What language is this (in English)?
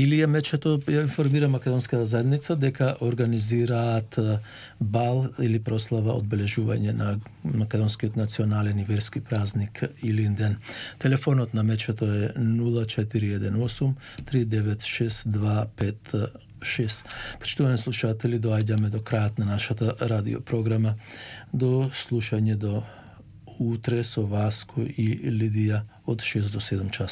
Macedonian